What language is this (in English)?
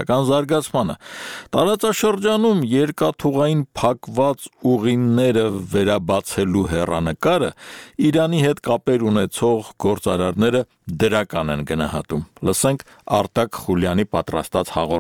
Armenian